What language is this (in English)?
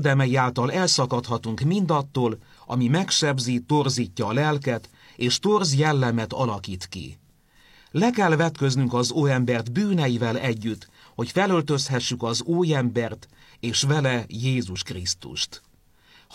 Hungarian